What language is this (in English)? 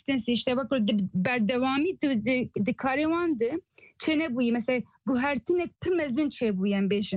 Kurdish